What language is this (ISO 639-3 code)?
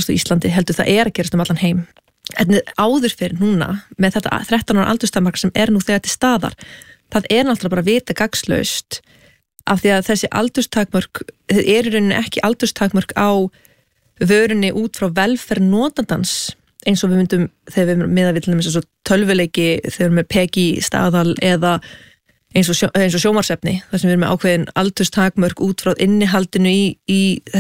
isl